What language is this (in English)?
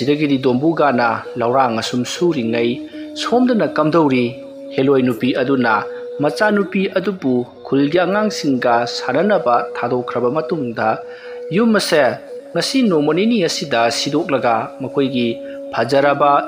Manipuri